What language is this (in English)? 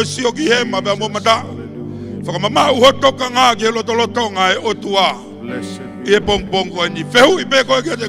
Tongan